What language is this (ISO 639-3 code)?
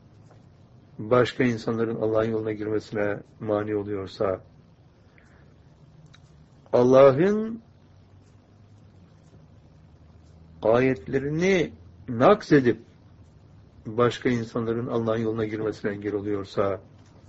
tur